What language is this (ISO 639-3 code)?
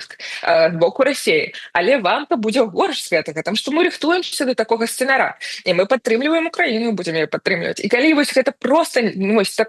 bel